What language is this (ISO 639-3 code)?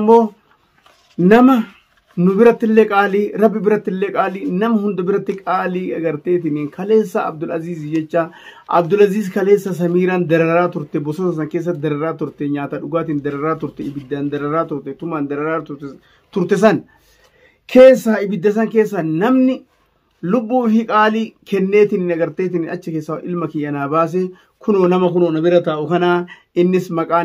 orm